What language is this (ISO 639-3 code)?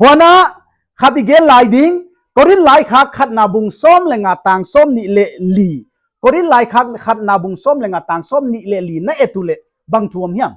pck